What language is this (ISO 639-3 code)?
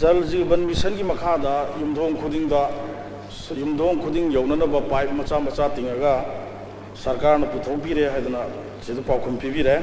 mni